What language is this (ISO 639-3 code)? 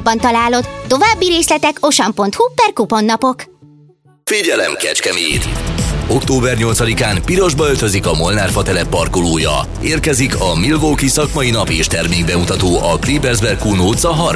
hun